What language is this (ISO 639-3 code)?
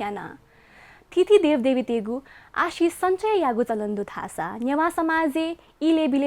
new